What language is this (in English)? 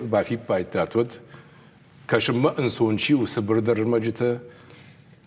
Ossetic